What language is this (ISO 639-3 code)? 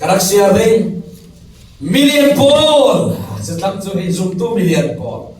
cfm